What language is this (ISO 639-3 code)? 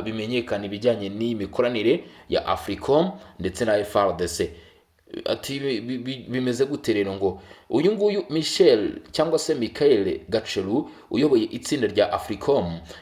kin